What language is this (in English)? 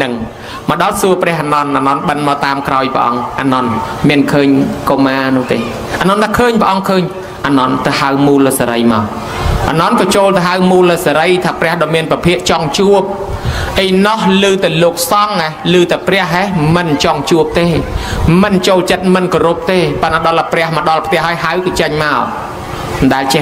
Khmer